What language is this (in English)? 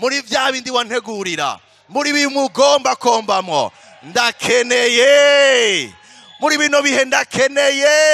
Rundi